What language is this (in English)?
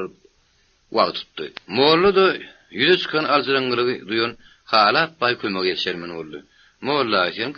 Turkmen